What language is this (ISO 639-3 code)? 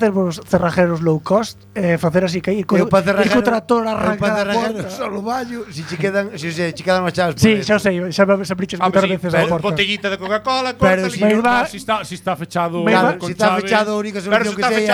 glg